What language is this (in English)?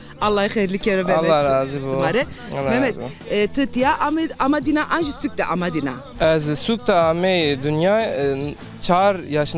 Zaza